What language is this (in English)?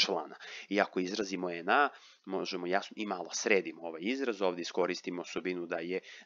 Serbian